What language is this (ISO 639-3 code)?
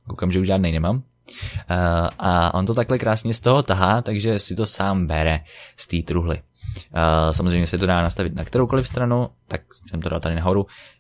ces